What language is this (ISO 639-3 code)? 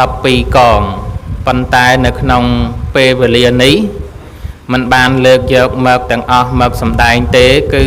khm